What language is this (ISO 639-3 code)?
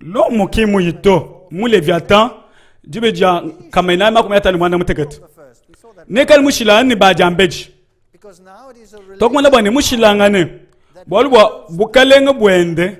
lua